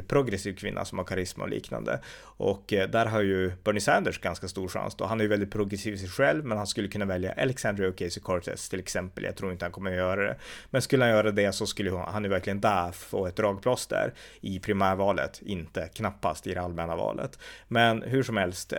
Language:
Swedish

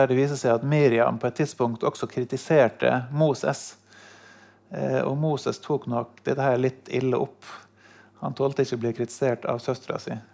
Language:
Norwegian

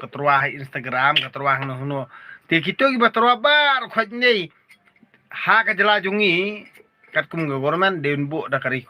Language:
Khasi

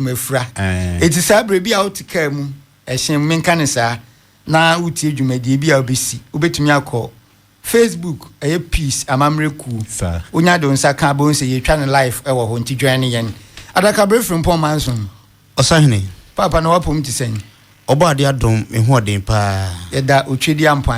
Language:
Akan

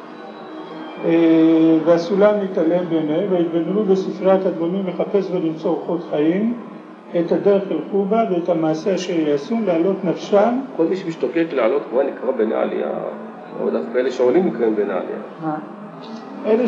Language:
Hebrew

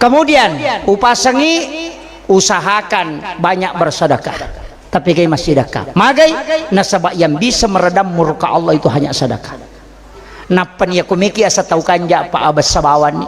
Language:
Buginese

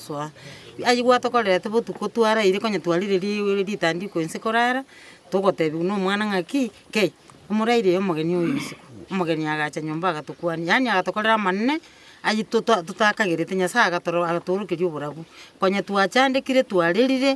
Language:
Gusii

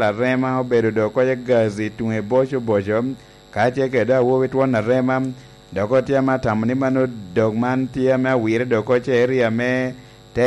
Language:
Lango (Uganda)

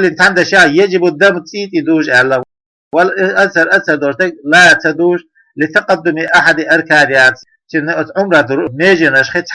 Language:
Chechen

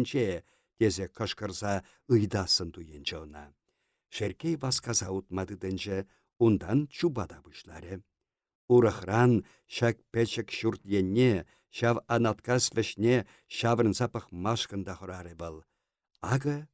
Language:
Chuvash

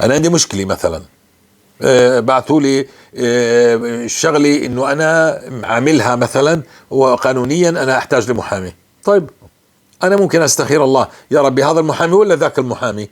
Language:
North Levantine Arabic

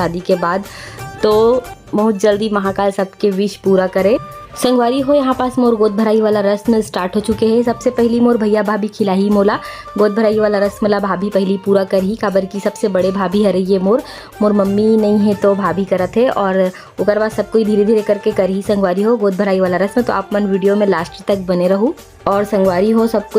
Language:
Chhattisgarhi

